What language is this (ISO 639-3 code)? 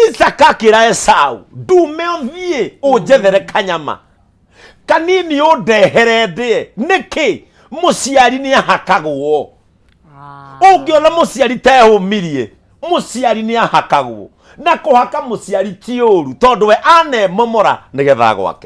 kik